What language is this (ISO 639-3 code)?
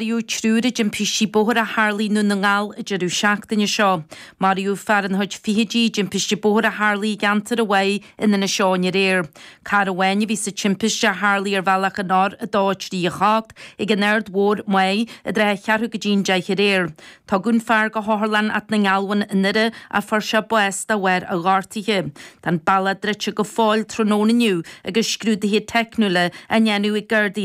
gle